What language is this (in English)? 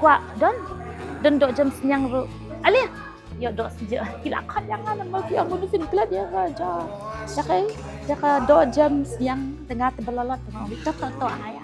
Khasi